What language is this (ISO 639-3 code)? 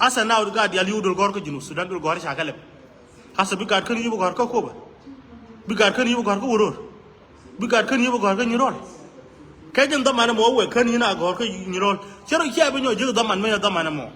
nus